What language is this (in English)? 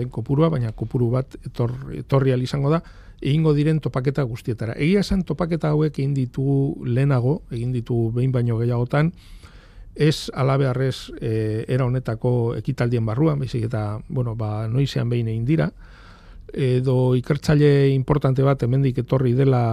Basque